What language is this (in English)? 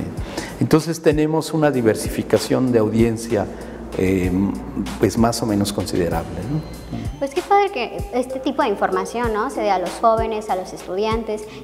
Spanish